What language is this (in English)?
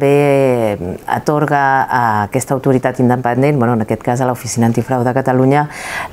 Catalan